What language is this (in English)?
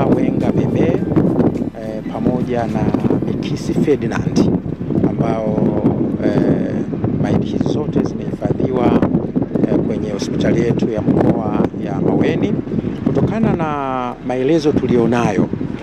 Swahili